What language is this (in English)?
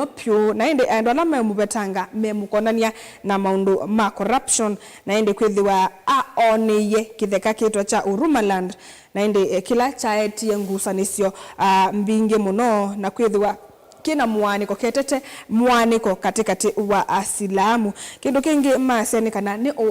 Kamba